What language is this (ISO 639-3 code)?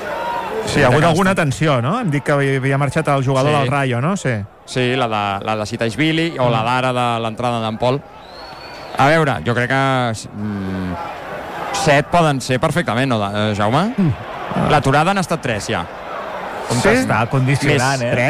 cat